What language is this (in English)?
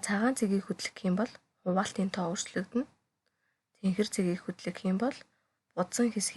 Mongolian